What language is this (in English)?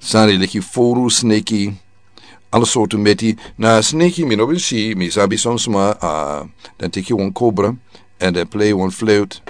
Sranan Tongo